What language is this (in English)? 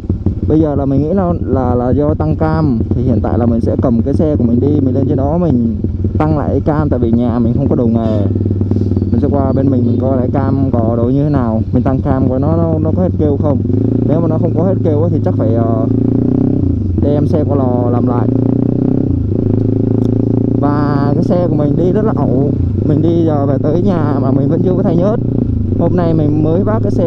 Vietnamese